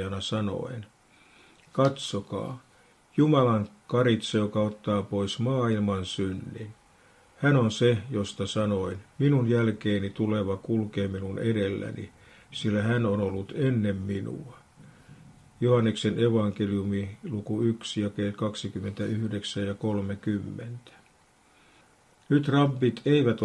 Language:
Finnish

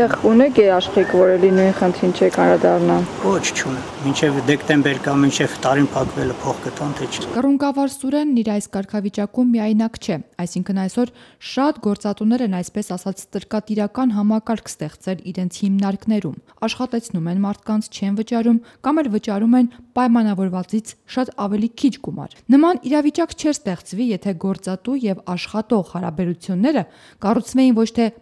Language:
Armenian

